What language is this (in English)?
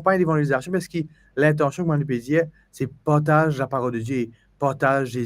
Morisyen